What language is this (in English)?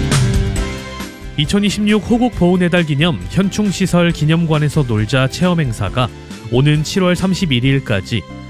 Korean